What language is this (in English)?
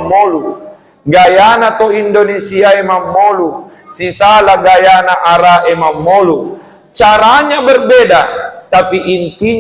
Buginese